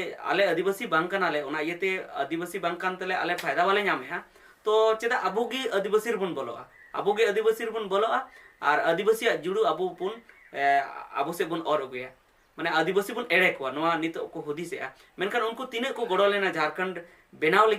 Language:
Santali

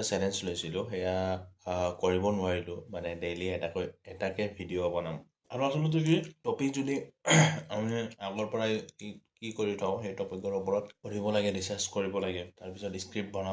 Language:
Assamese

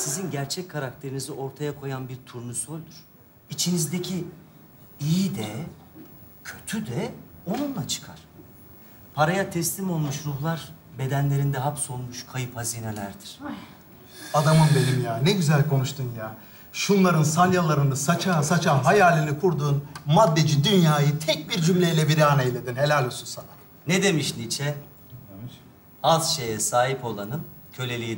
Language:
Turkish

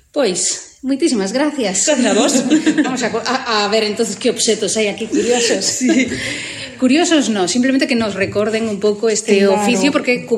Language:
Galician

